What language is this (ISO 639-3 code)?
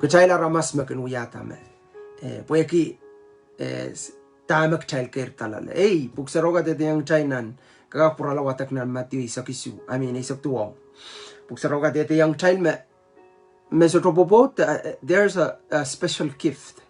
pon